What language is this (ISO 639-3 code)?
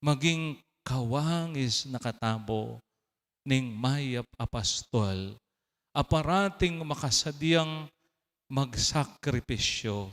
pam